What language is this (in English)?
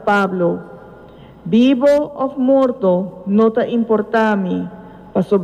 Papiamento